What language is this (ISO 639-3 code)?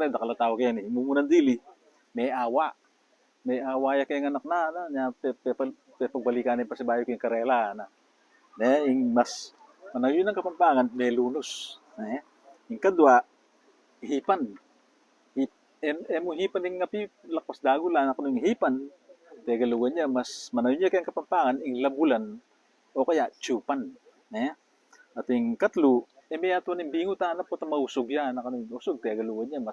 pam